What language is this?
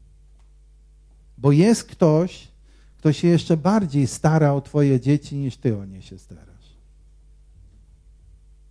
Polish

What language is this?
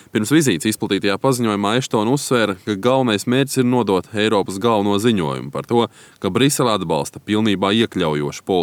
Latvian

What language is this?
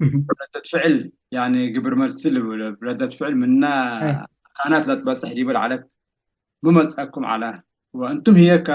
Tigre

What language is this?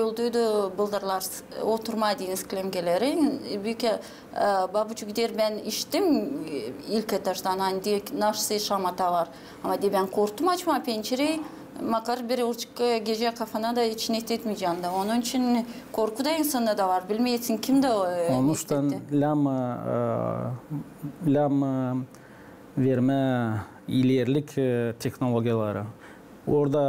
Gagauz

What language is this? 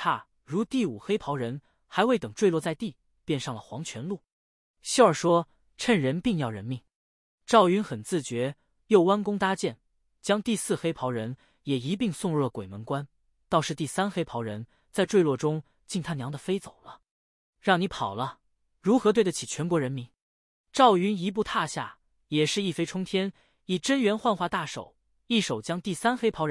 Chinese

